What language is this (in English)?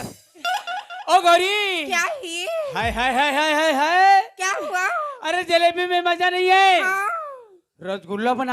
Chhattisgarhi